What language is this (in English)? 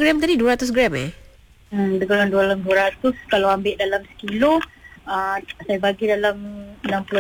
Malay